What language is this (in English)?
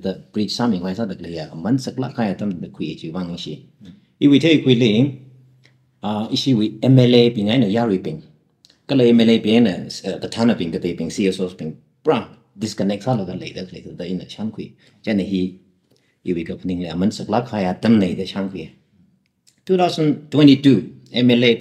Tangkhul Naga (India)